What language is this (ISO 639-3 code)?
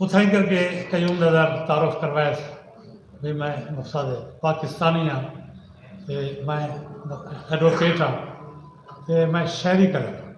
skr